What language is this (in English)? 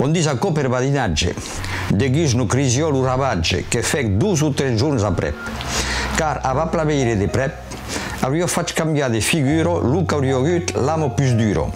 Occitan